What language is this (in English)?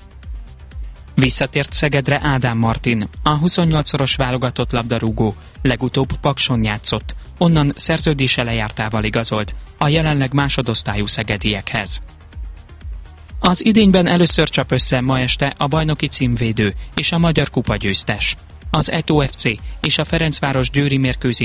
Hungarian